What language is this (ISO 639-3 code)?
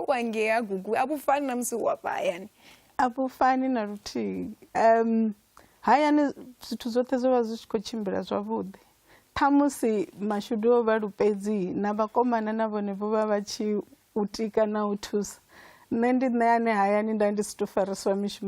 ven